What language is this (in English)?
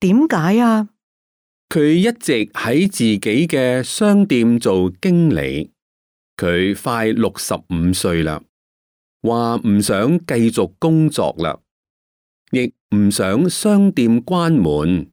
Cantonese